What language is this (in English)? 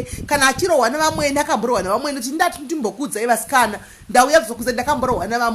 Shona